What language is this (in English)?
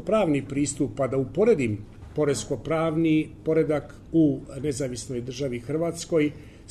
Serbian